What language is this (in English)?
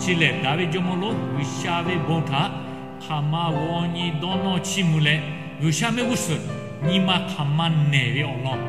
Lahu